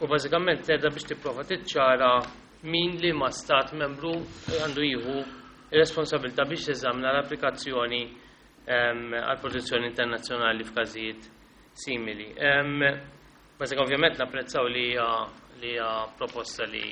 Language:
Maltese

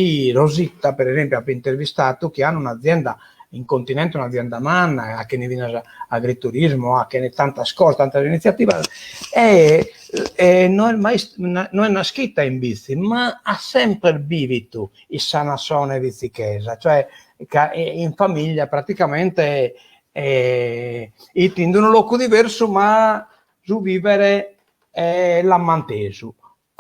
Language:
Sardinian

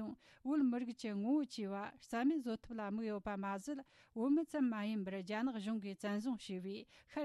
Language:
Tibetan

